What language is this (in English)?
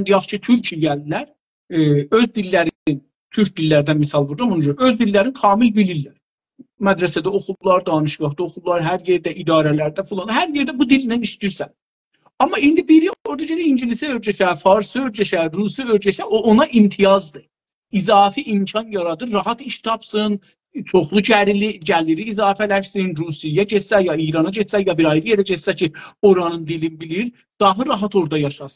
South Azerbaijani